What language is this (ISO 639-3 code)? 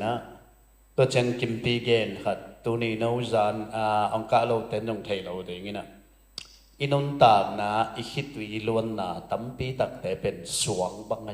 ctd